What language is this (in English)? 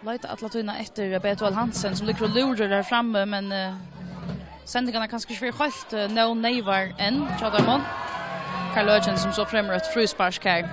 Faroese